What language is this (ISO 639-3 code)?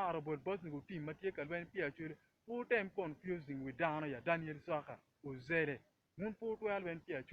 ach